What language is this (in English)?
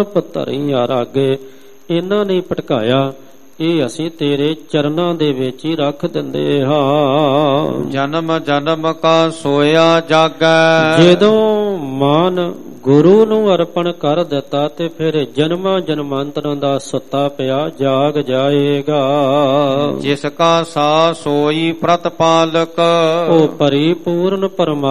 Punjabi